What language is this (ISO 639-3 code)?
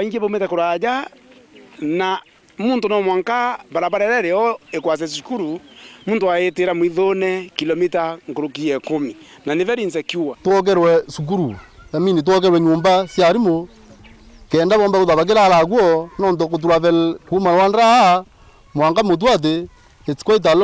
mer